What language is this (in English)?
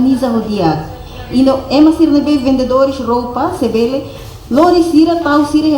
Tetum